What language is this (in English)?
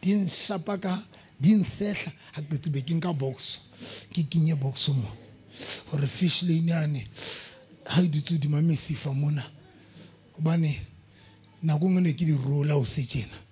Southern Sotho